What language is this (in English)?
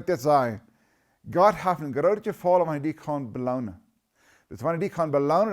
Plautdietsch